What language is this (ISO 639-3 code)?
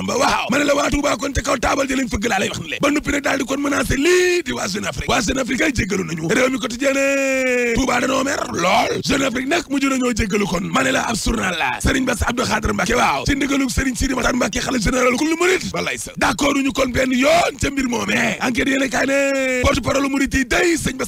wol